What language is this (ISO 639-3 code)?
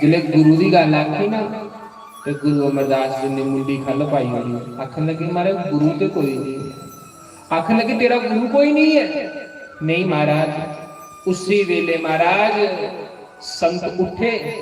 doi